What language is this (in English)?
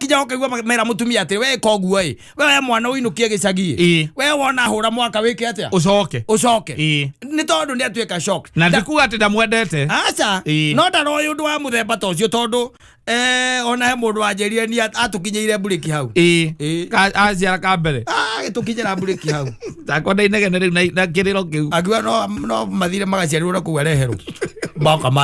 Kikuyu